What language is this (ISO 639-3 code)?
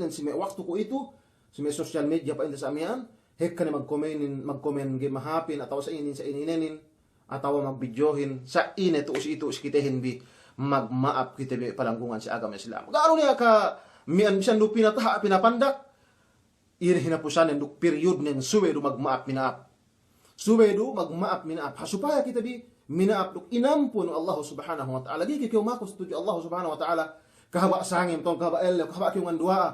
yka